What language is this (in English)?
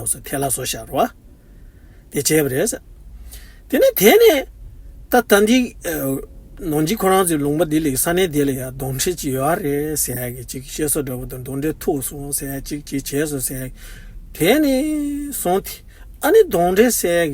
Tibetan